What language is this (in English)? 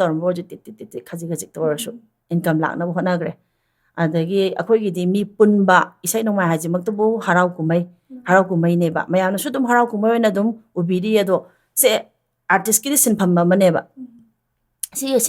Manipuri